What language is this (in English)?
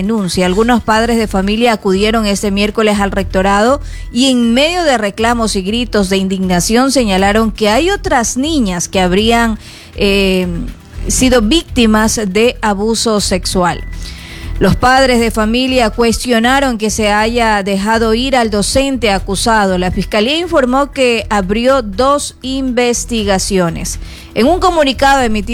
Spanish